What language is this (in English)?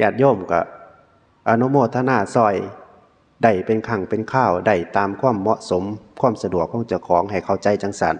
Northeastern Thai